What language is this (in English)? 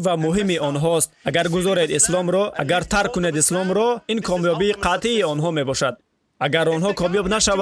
Tajik